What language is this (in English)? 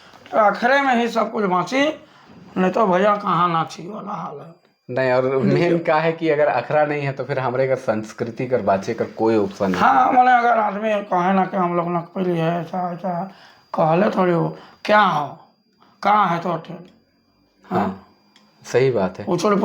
Sadri